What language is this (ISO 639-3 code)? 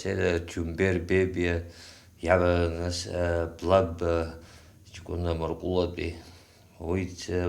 abk